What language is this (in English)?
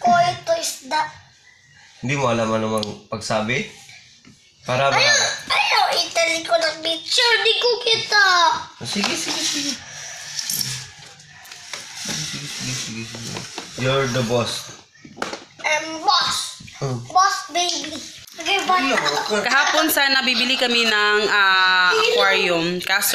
Filipino